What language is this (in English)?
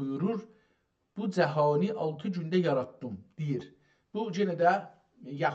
South Azerbaijani